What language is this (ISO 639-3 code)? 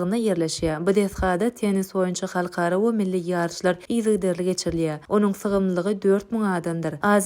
tuk